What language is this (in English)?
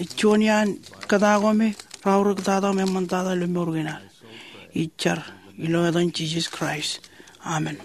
Marshallese